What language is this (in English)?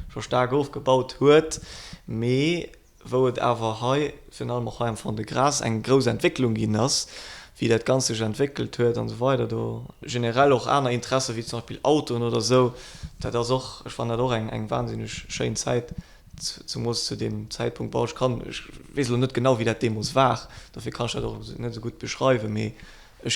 Luxembourgish